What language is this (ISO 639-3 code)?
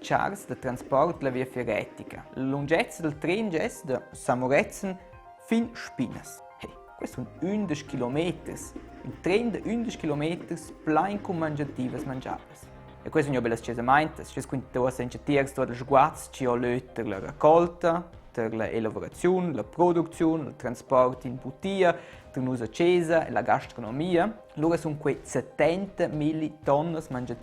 roh